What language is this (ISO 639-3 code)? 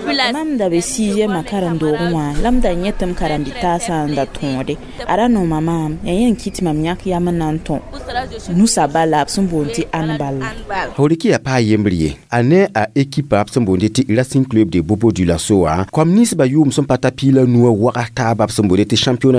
mos